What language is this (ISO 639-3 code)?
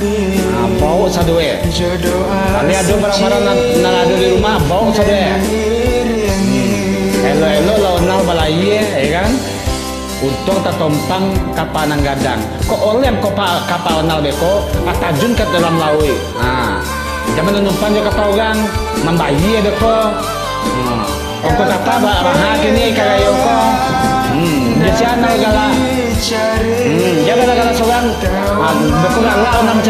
min